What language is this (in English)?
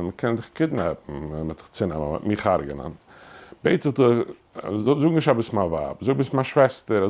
Yiddish